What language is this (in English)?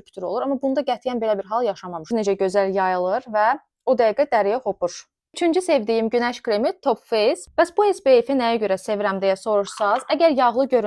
Azerbaijani